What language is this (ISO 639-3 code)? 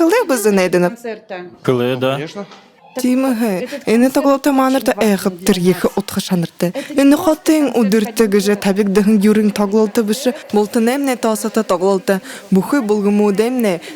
bua